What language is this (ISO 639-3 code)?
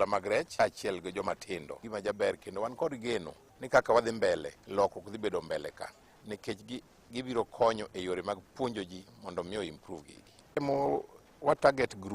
luo